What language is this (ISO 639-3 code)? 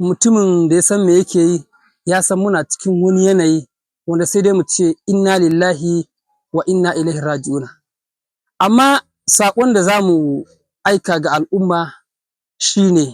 hau